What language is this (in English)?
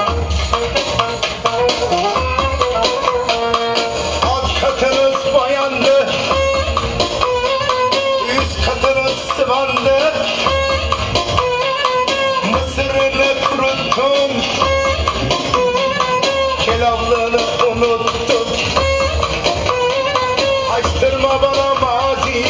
Turkish